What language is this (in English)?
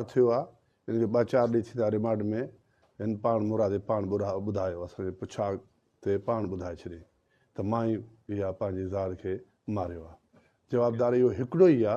Sindhi